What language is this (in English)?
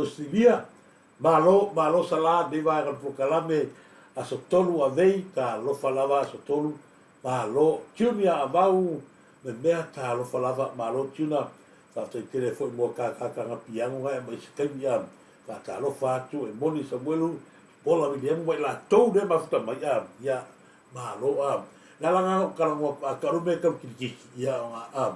Samoan